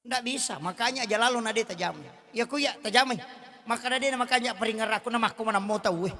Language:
Buginese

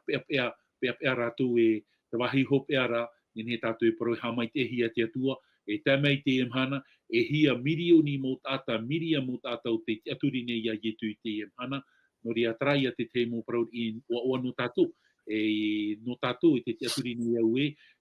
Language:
Tahitian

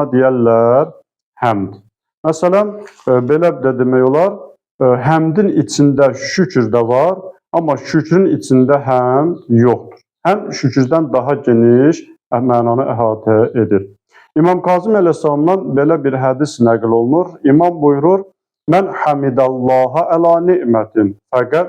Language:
Azerbaijani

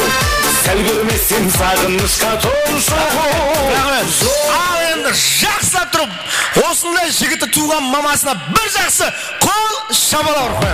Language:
Kara-Kalpak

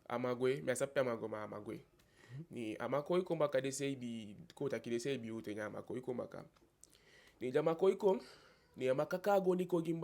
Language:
Eastern Maroon Creole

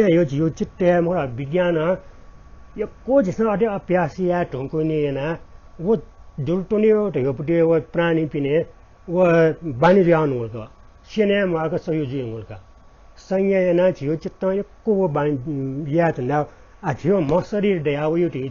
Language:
Newari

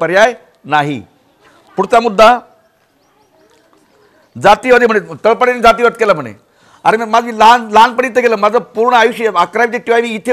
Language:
Marathi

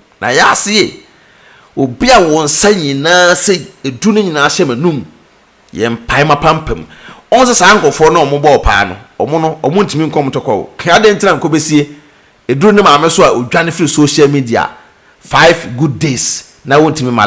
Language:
Akan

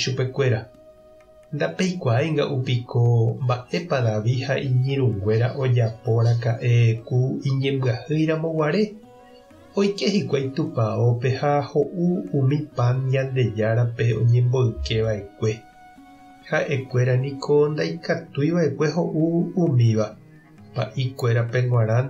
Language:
Guarani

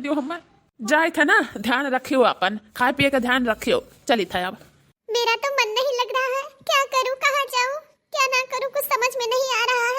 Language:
Awadhi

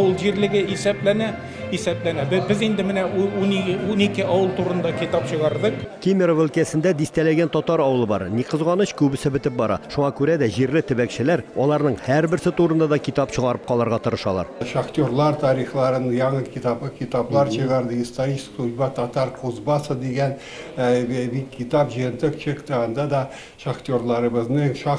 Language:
Tatar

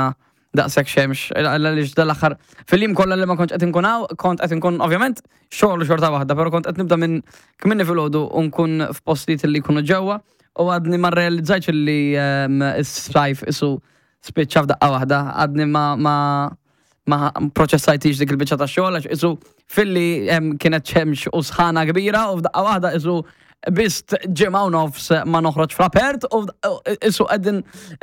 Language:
Maltese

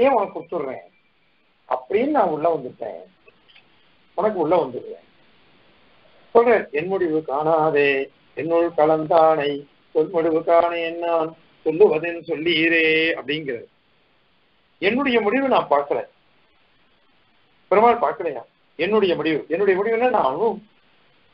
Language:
Tamil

